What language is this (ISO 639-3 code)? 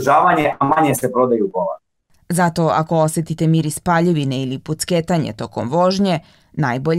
srp